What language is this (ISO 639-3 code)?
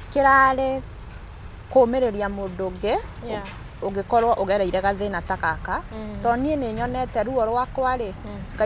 kik